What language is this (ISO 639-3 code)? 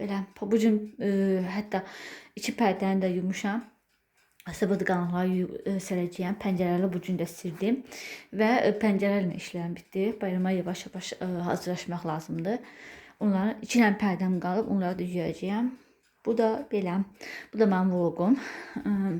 aze